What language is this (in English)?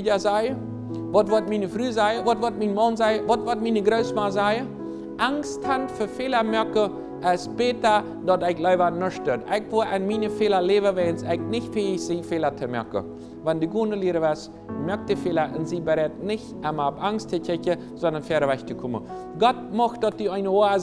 Plautdietsch